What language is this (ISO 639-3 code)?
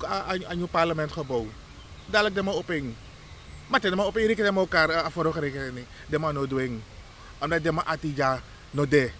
srn